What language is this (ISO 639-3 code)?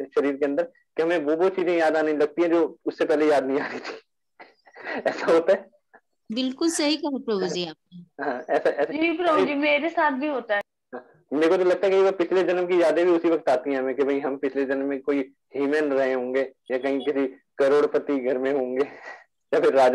hin